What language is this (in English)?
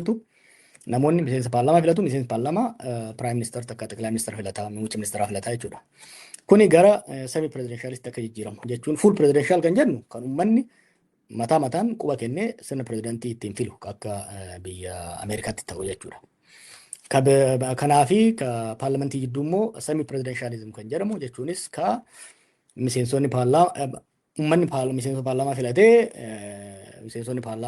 Oromo